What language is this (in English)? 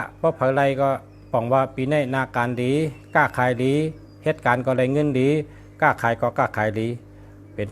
Shan